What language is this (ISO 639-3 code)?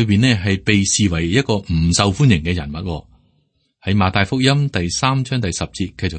yue